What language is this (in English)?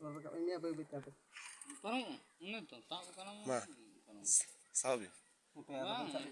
Santali